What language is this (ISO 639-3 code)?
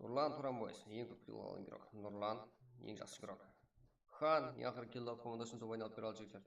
kaa